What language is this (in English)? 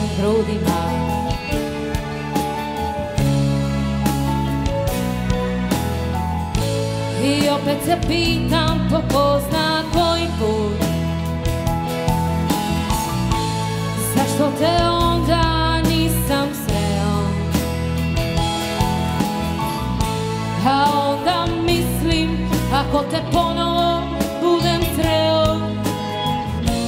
Croatian